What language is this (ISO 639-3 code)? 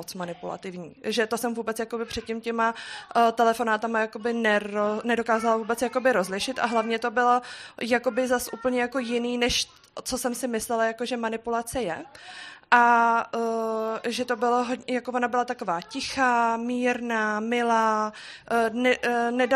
ces